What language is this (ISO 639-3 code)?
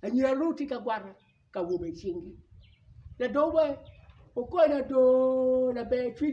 ach